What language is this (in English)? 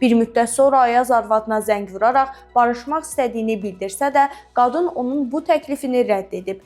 Azerbaijani